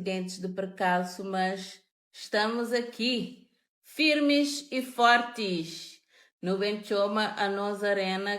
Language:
Kabuverdianu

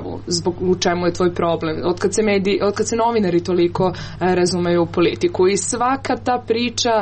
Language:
Serbian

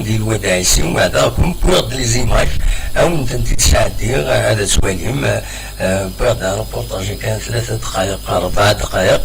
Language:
Kabyle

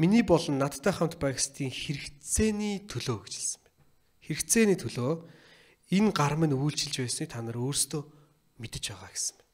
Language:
Mongolian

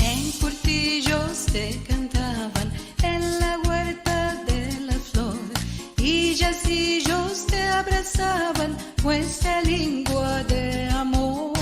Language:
Ladino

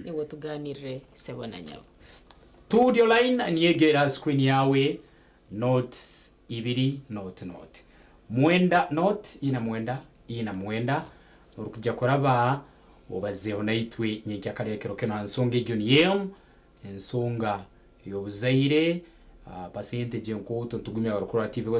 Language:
Nyankole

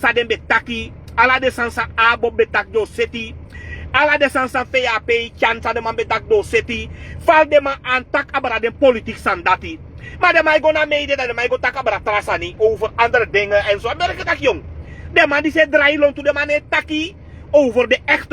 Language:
Sranan Tongo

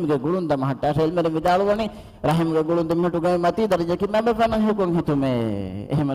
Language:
Divehi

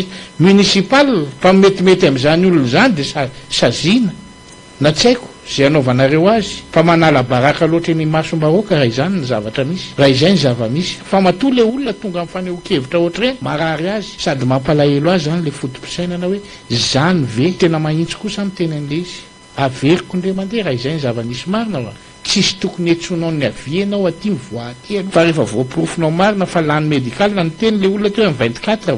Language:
Malagasy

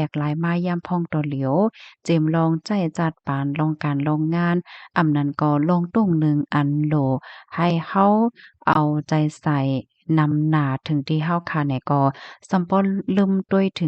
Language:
Shan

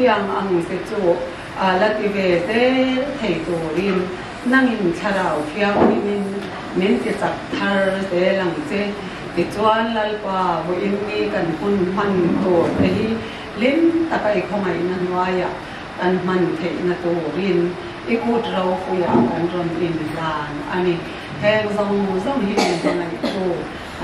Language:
Mizo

